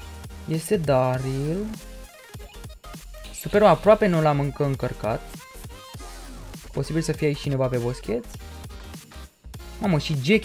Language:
Romanian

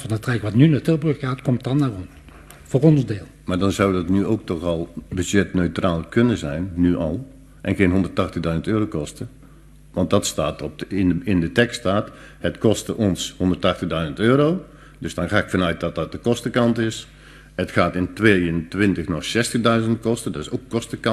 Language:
Dutch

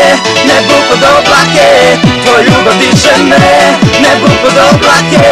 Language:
Serbian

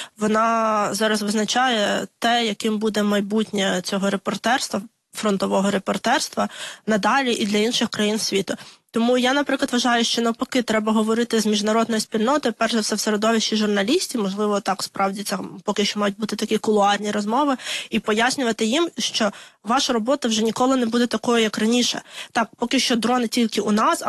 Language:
Ukrainian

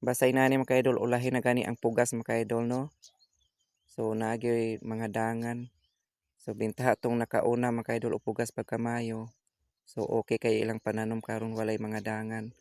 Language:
Cebuano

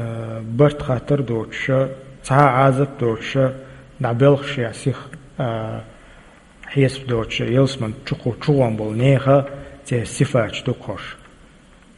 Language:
Chechen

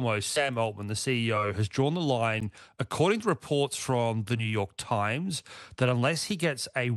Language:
English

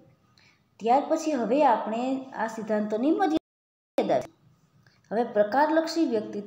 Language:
Gujarati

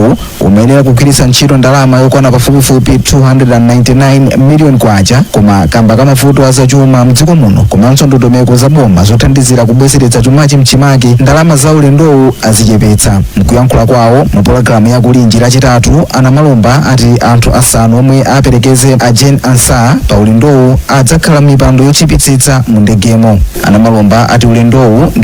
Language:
Nyanja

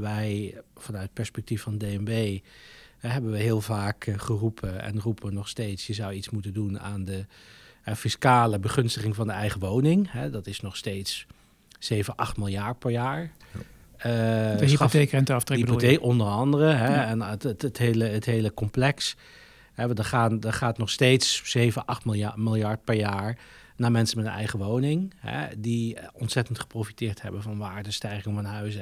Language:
Dutch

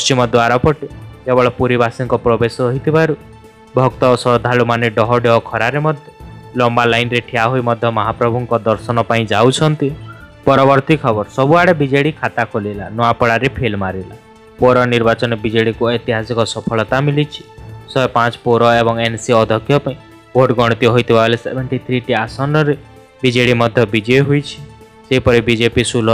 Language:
Odia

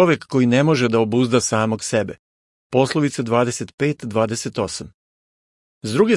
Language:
Serbian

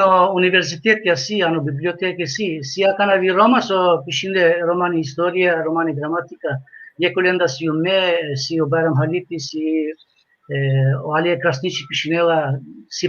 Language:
Balkan Romani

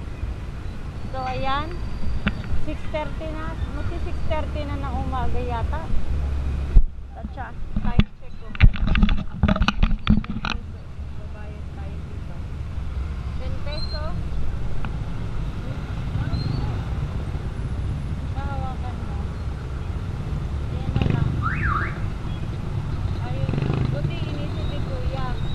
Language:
Filipino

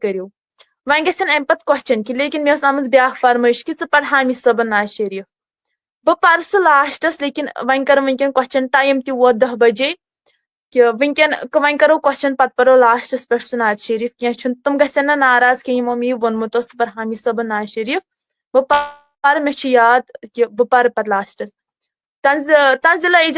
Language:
Kashmiri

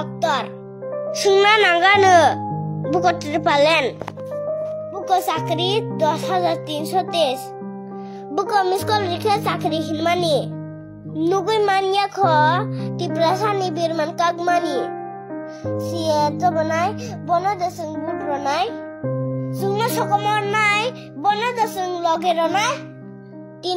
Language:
Kok Borok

